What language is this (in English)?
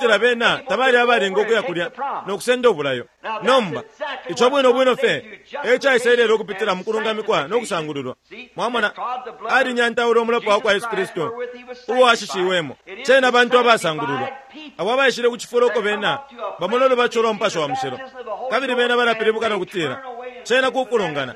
Bemba